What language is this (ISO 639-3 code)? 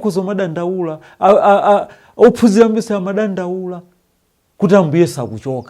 nya